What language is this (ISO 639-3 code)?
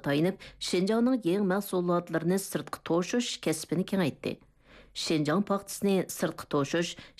uig